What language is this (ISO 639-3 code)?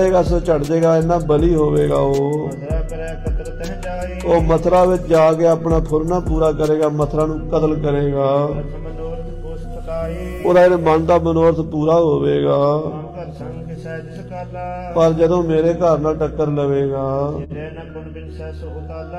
pan